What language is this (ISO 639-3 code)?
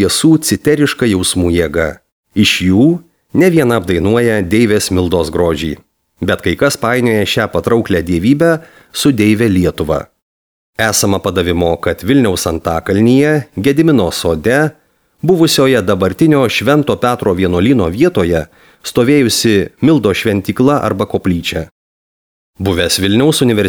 lit